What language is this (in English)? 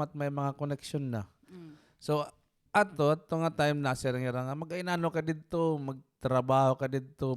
Waray